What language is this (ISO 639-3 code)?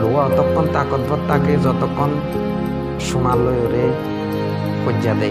rhg